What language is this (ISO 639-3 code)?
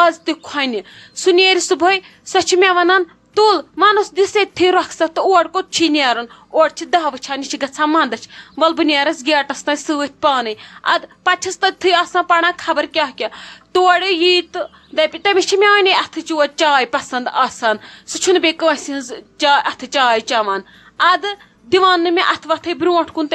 kas